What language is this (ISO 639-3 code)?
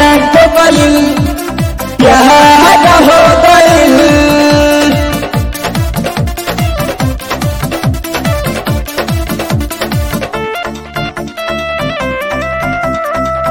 bho